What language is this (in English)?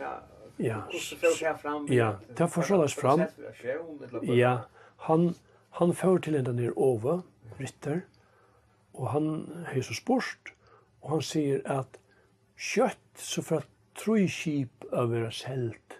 Faroese